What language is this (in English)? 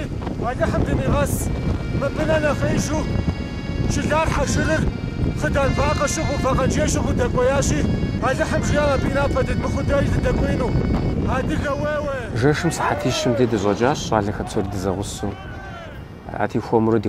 Kabardian